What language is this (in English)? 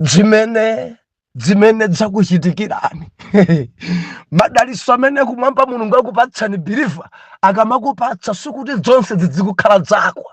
Nyanja